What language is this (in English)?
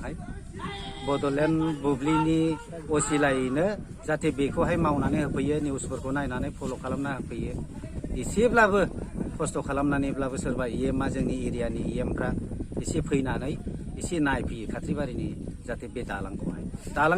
Bodo